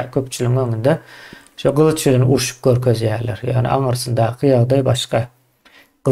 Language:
Turkmen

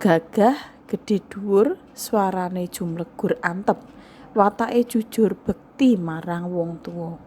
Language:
Javanese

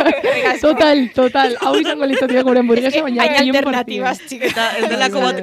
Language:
Basque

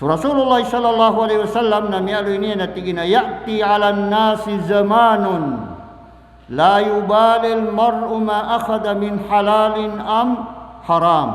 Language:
Maranao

